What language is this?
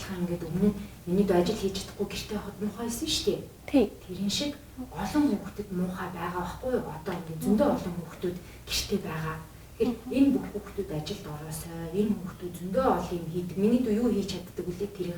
Mongolian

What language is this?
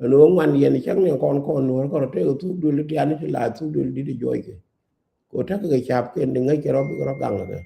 Nuer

